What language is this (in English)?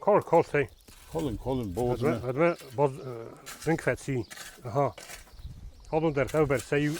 Ossetic